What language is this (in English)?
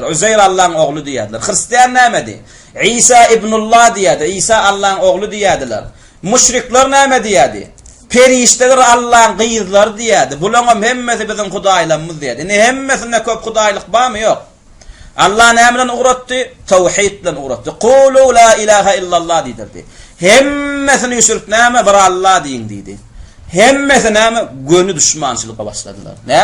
Turkmen